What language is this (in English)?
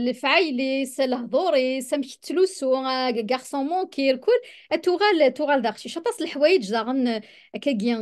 Kabyle